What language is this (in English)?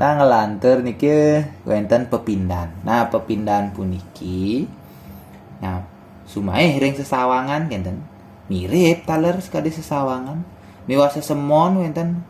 Balinese